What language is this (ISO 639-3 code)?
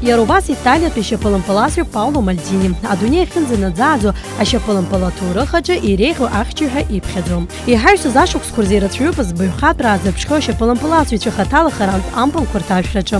abk